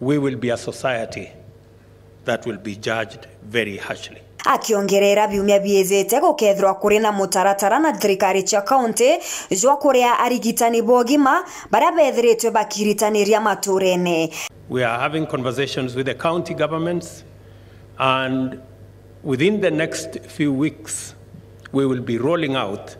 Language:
Meru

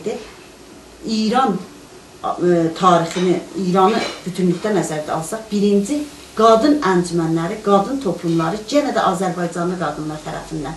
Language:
South Azerbaijani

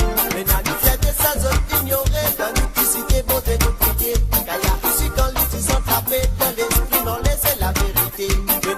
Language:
Morisyen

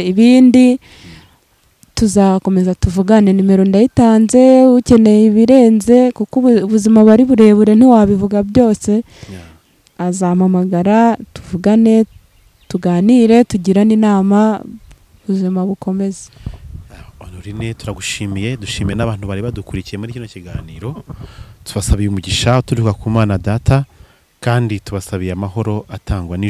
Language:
Kinyarwanda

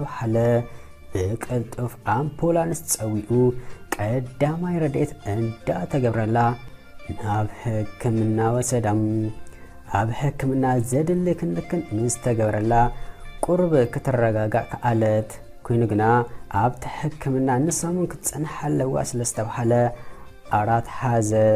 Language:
Tigrinya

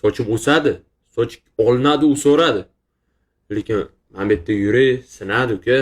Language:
Uzbek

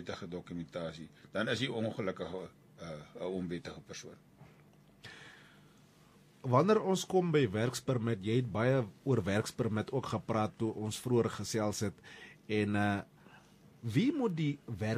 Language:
Afrikaans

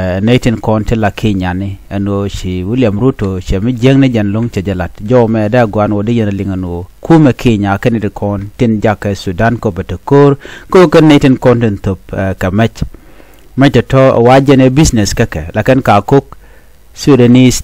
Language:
Nuer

